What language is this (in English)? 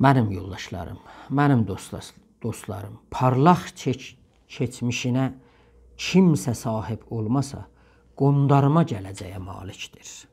South Azerbaijani